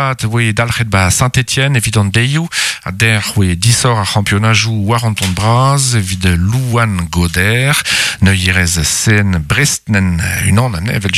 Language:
Breton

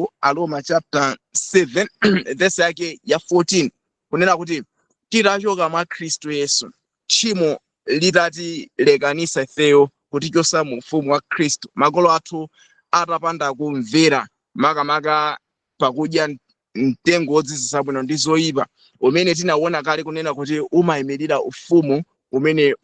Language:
Nyanja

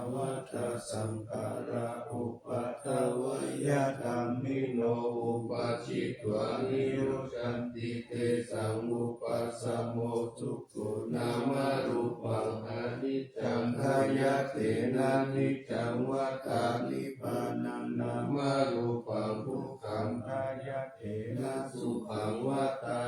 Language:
Pali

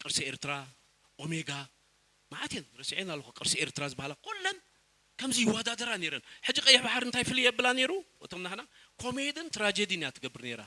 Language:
Tigrinya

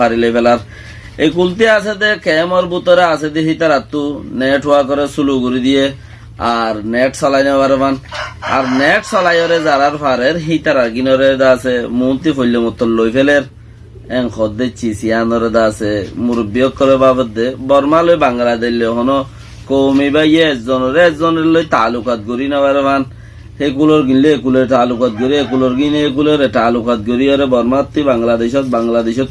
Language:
Rohingya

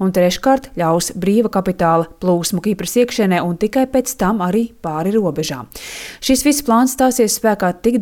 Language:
Latvian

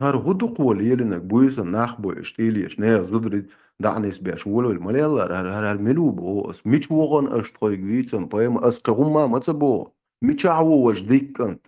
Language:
Chechen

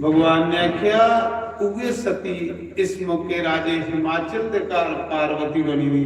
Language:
Dogri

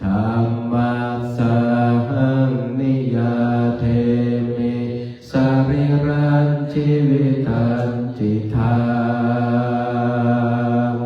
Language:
Pali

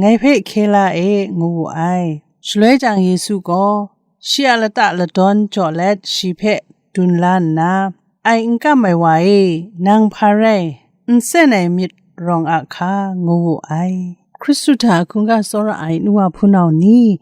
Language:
Kachin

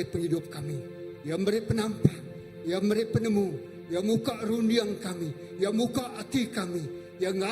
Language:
Iban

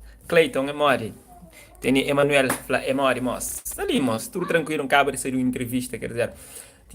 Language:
Kabuverdianu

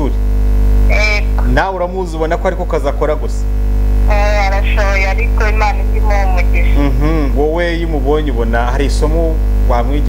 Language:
Kinyarwanda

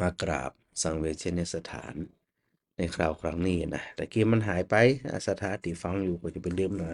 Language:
Northern Thai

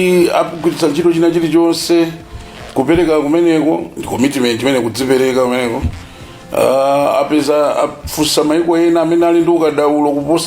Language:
Nyanja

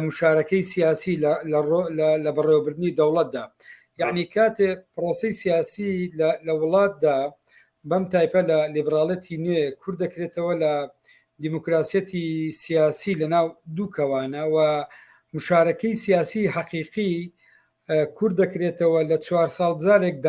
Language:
Central Kurdish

